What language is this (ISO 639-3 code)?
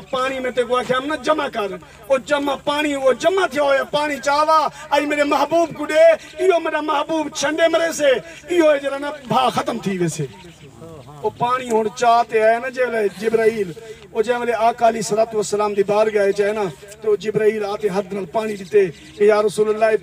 skr